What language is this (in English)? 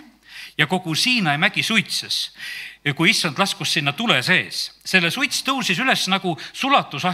Estonian